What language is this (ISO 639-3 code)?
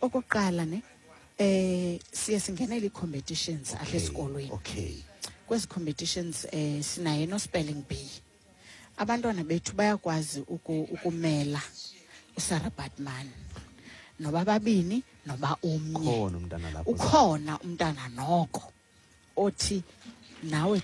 xho